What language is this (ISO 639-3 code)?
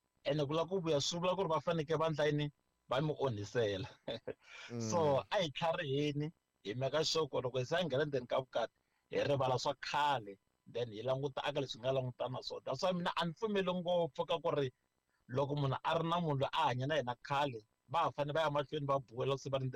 tso